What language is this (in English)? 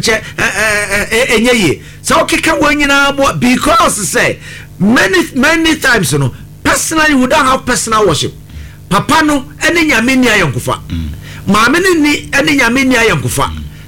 Akan